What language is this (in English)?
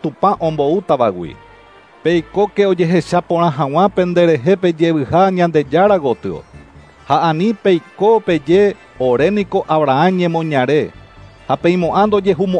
Guarani